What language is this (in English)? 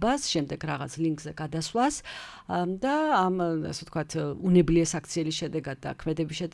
Georgian